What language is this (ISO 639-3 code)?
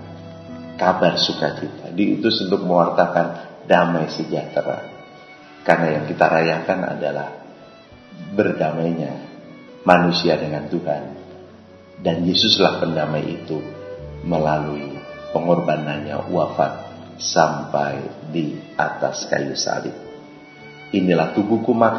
ind